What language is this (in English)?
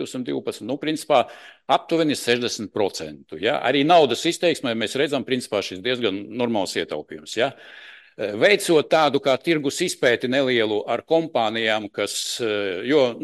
Latvian